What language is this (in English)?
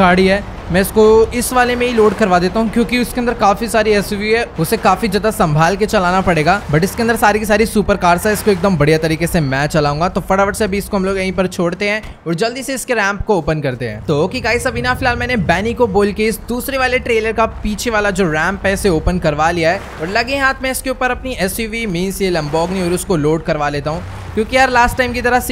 Hindi